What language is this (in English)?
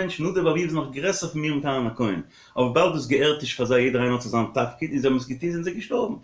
Yiddish